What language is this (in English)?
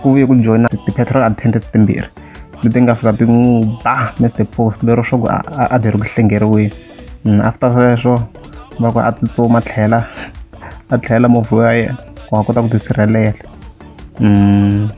Tsonga